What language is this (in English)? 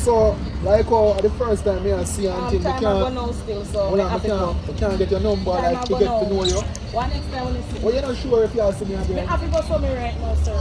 Jamaican Creole English